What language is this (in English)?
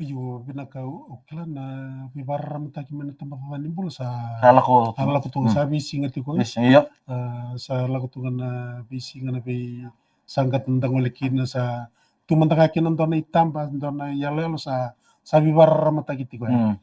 Fijian